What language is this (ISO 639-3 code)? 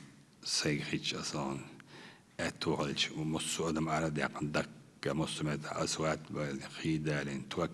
che